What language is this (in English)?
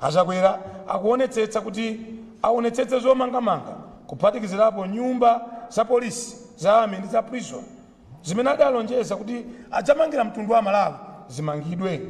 Nyanja